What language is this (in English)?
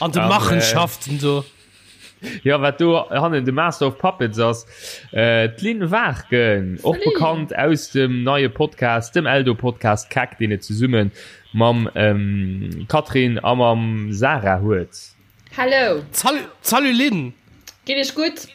Luxembourgish